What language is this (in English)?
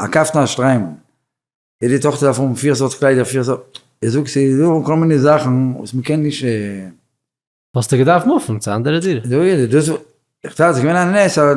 Yiddish